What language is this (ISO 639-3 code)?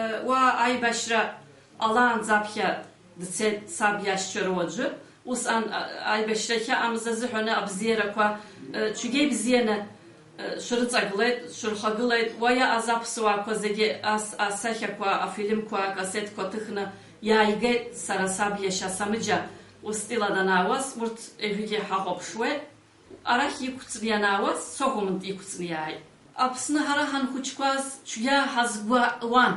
abk